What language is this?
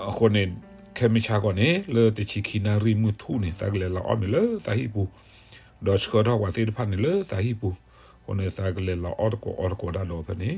S'gaw Karen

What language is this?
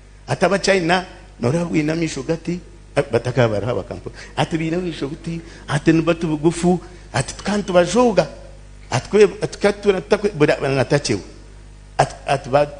Nyankole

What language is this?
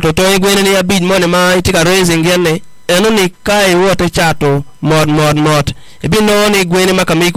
Acoli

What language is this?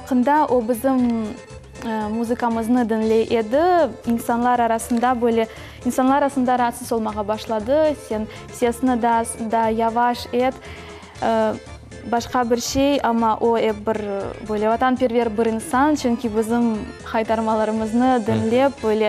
Crimean Tatar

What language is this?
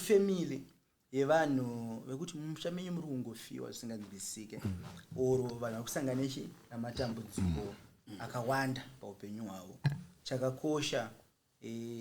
Shona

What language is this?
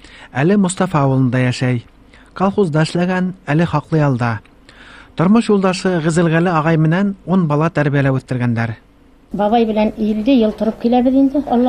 Bashkir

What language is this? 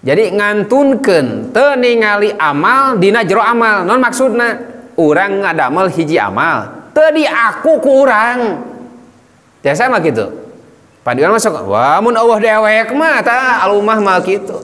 Sundanese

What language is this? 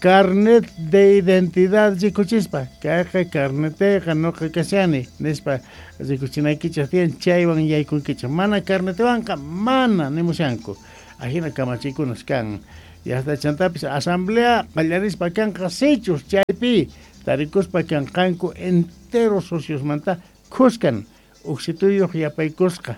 Quechua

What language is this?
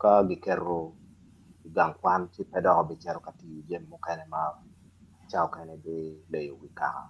Acoli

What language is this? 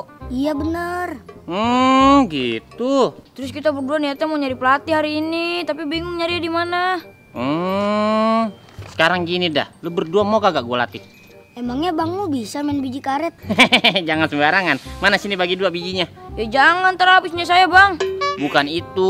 Betawi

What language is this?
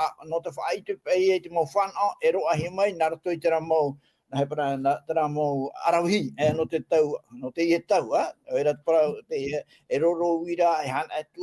Tahitian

